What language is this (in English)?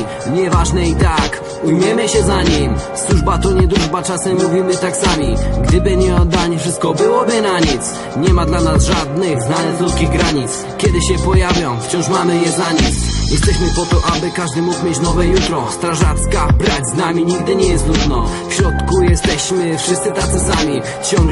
Polish